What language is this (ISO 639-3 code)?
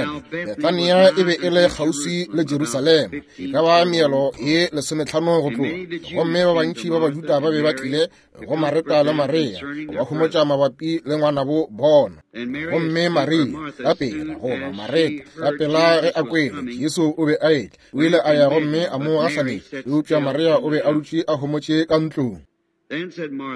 nso